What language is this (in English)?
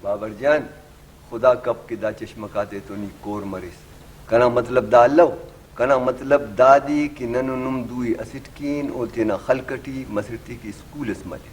Brahui